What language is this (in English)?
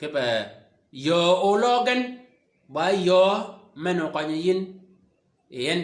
Shilluk